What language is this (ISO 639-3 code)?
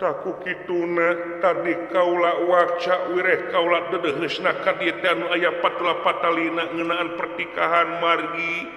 sun